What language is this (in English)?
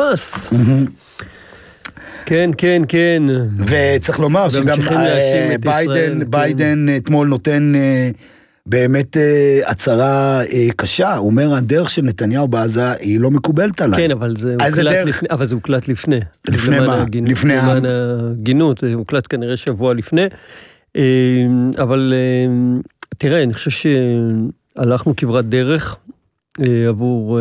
Hebrew